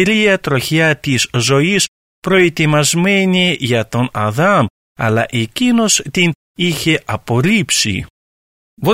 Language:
Greek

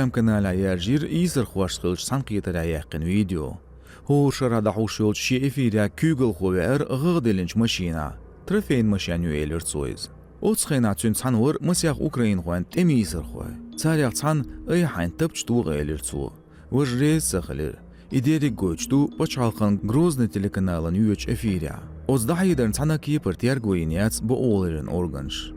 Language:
Chechen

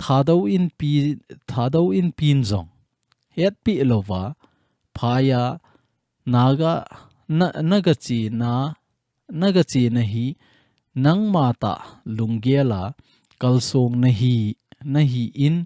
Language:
Thado Chin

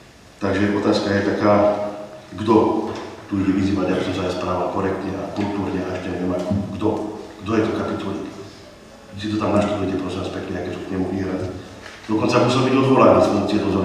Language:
Slovak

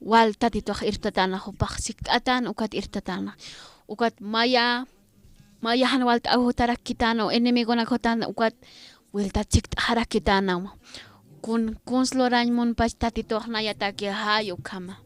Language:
Aymara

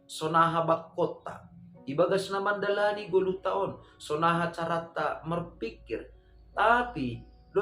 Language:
Batak Simalungun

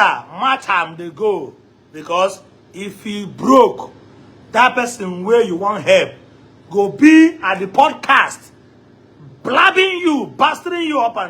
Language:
Igbo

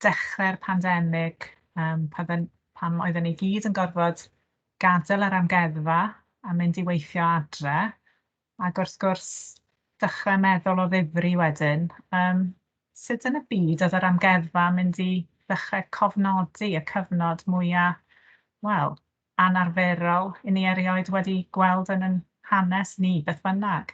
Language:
Welsh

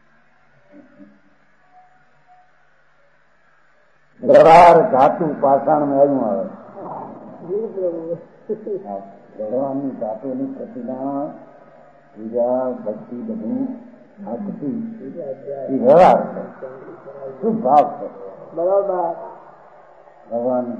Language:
Gujarati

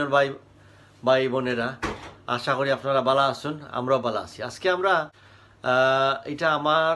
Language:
Sylheti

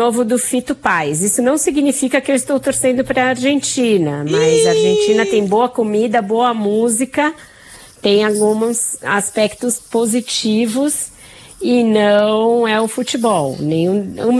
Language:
Portuguese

